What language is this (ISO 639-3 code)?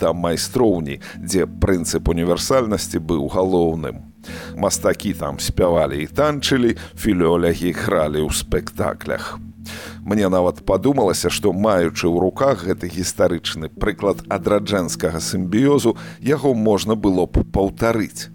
bel